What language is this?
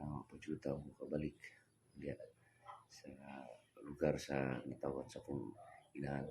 Cebuano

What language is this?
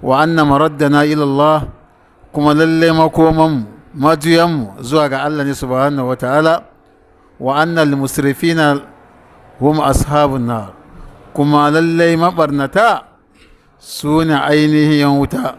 Hausa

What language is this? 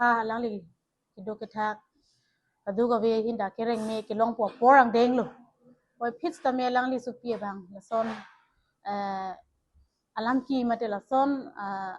Karbi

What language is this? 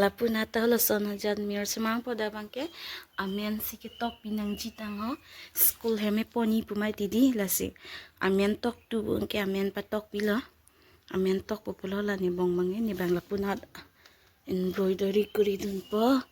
Karbi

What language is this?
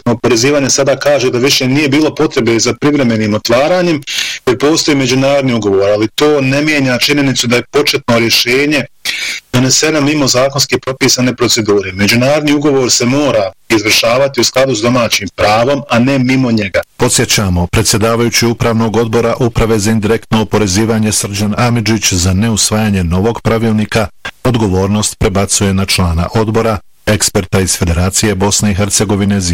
Bosnian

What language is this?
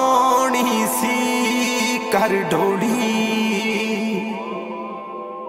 Punjabi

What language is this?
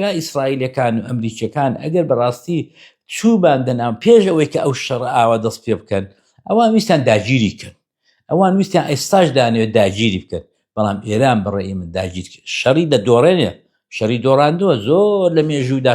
Central Kurdish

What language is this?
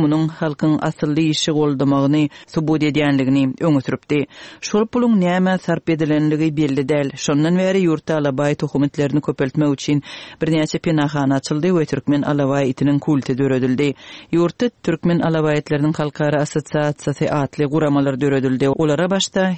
Turkmen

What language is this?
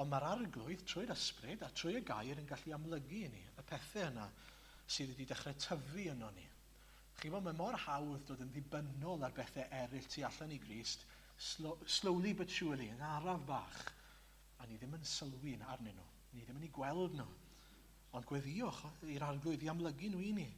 Welsh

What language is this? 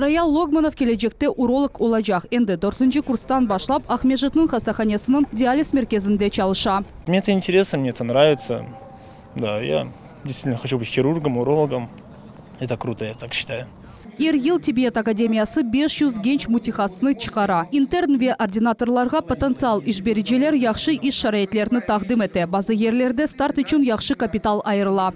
Crimean Tatar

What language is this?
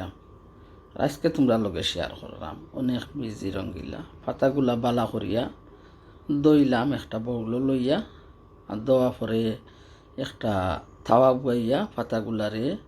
Sylheti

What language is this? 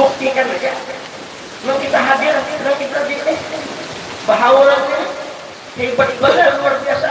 Banjar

